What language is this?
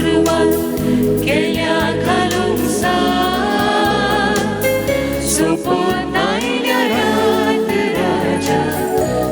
Konkani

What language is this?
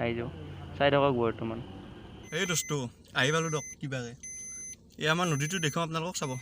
Assamese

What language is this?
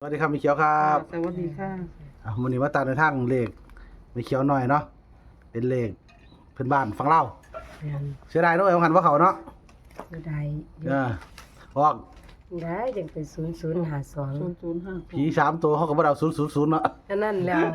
Northeastern Thai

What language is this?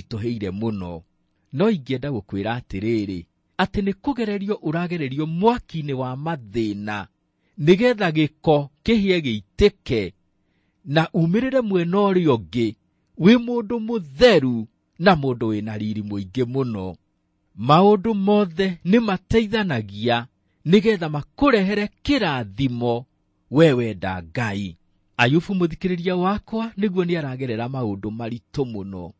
Kikuyu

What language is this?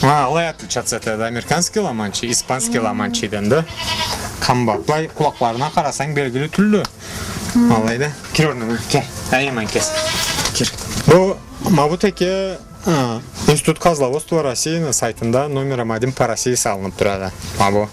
Karachay-Balkar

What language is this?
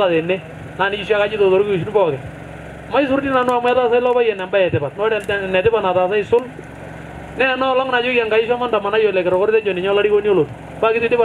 Masai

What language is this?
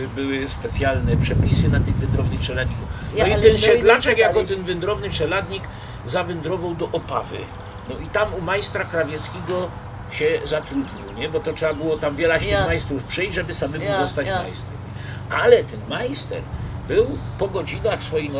Silesian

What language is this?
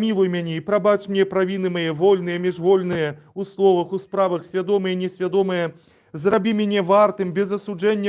Belarusian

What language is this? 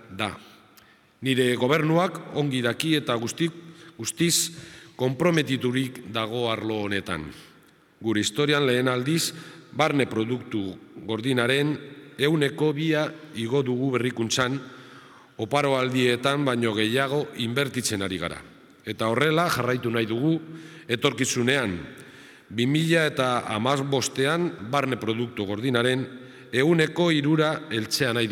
Basque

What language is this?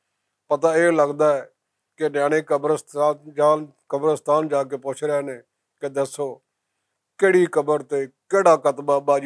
Western Panjabi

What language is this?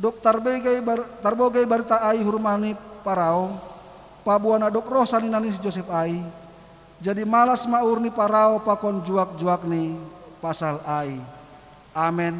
Batak Simalungun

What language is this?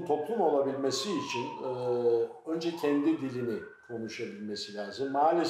Gagauz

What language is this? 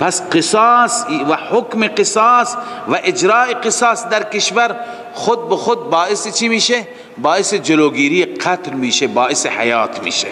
Persian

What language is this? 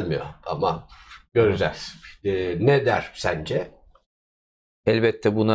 Turkish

